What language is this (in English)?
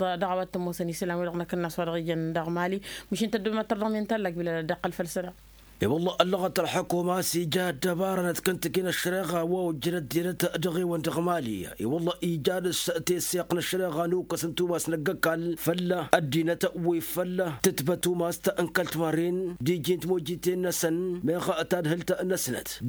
Tamasheq